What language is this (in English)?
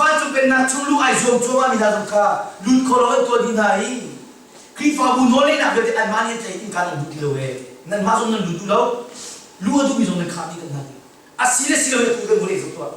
Hakha Chin